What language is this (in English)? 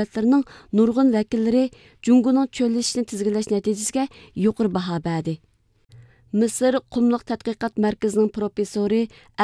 Uyghur